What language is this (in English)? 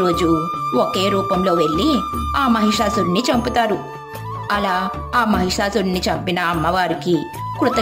Telugu